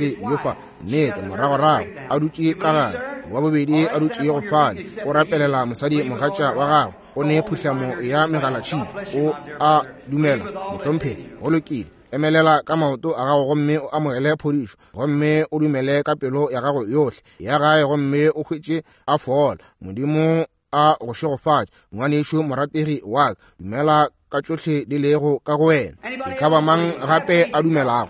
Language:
Northern Sotho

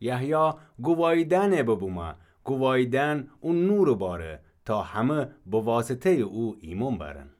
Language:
Gilaki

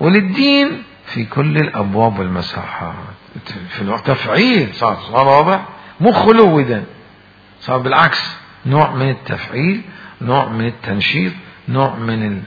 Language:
Mesopotamian Arabic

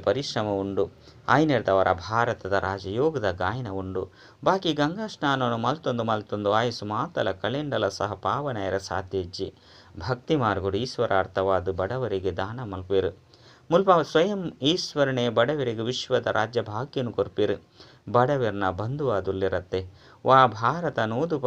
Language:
Tulu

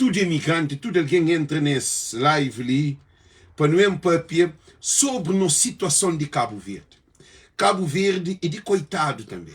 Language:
Kabuverdianu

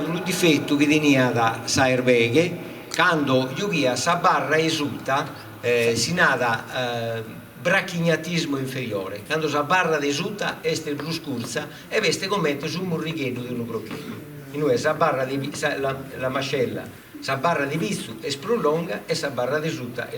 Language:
Sardinian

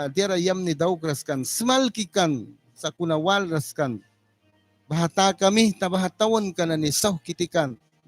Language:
Mískito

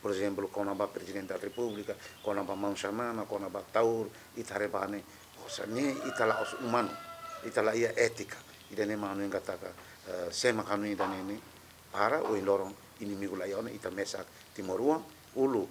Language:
Tetum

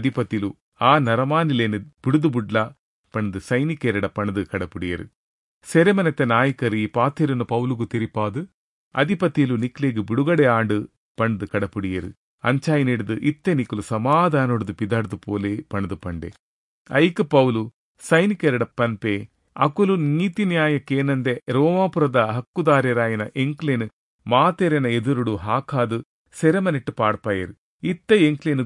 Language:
Tulu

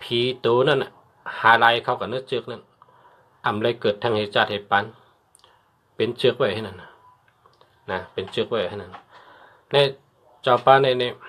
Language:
Shan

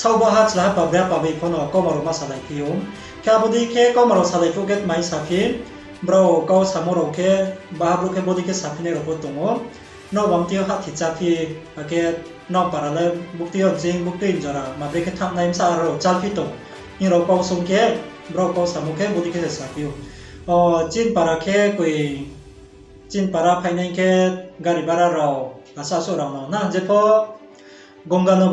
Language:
Riang (India)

